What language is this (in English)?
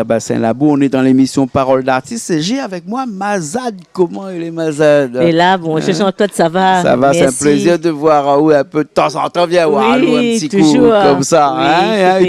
Réunion Creole French